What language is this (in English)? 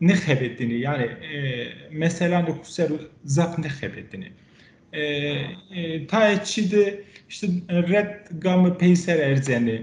Zaza